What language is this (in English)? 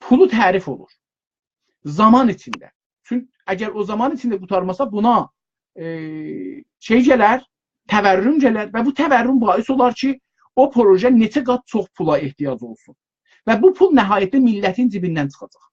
South Azerbaijani